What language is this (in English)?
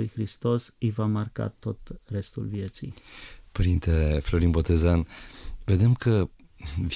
Romanian